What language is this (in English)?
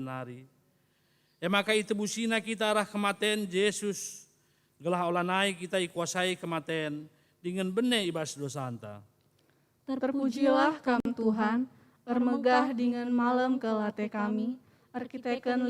Batak Karo